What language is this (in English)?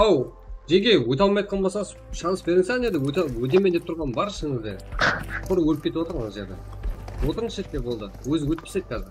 Kara-Kalpak